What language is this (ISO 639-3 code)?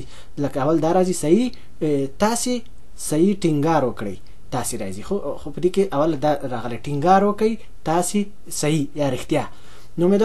pus